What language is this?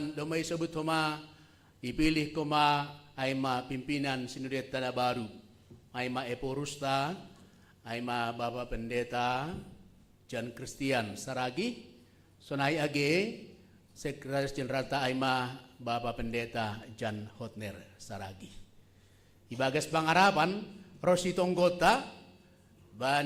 Batak Simalungun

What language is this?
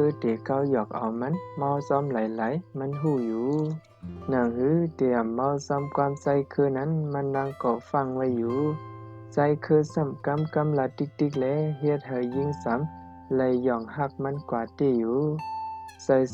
Shan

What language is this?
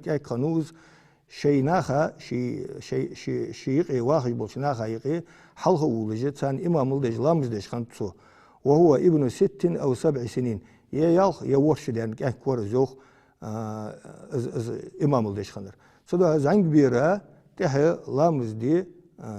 Ingush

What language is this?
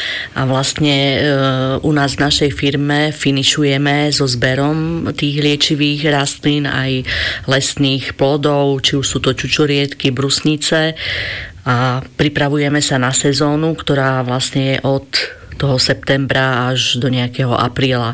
Slovak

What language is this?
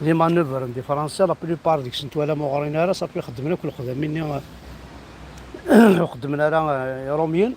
Kabyle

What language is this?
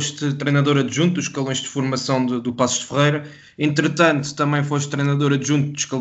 Portuguese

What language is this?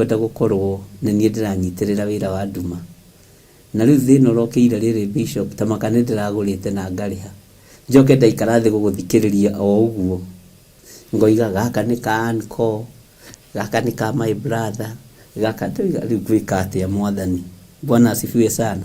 Kikuyu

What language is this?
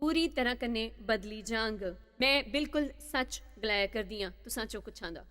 Dogri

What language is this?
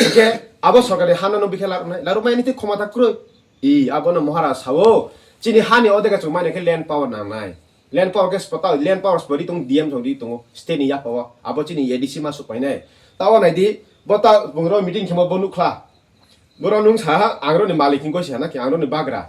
Kok Borok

